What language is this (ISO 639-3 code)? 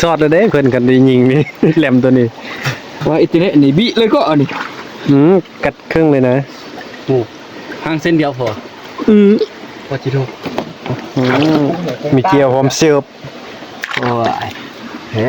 tts